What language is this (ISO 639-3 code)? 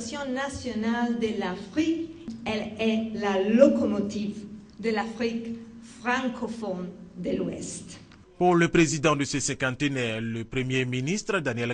fra